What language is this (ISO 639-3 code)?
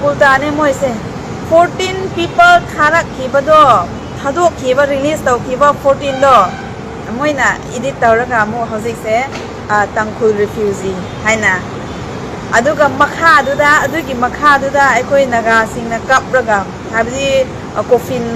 mni